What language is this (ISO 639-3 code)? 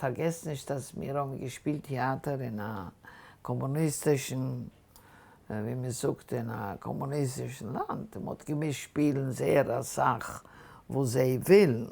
yid